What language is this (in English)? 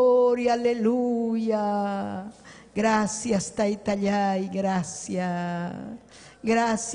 Ayacucho Quechua